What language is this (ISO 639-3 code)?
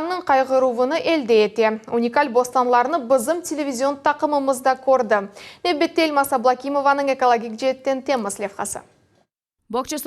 crh